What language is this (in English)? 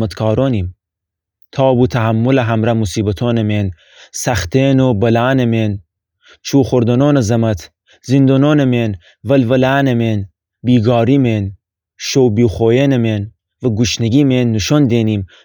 Gilaki